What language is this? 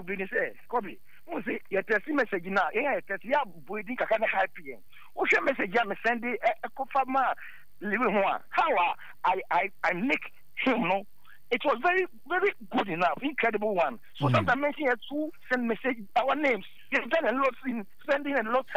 Akan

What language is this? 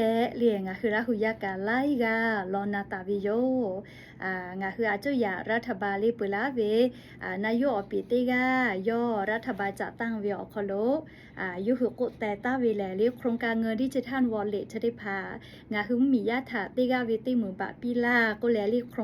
Lahu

